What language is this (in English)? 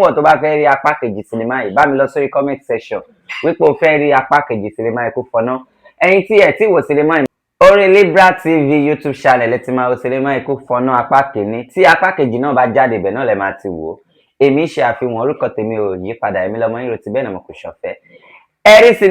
Yoruba